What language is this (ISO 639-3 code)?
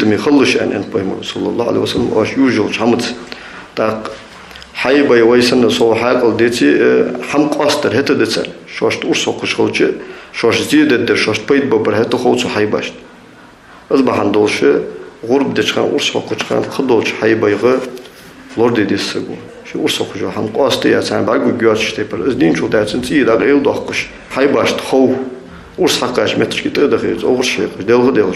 inh